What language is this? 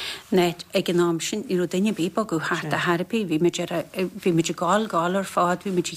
Irish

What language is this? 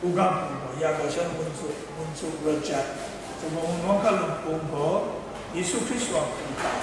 Kachin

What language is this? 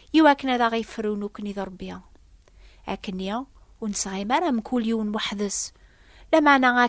Kabyle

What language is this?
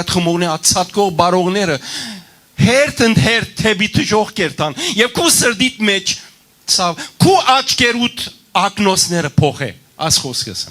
Western Armenian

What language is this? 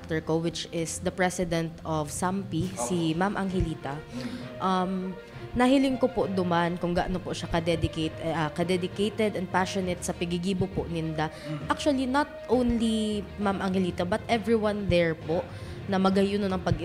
Bikol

